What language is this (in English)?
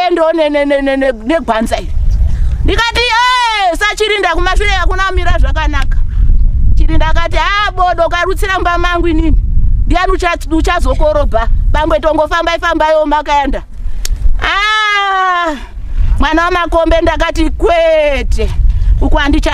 Shona